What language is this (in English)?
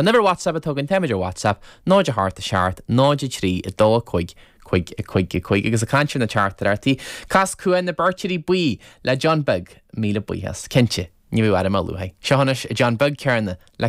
Irish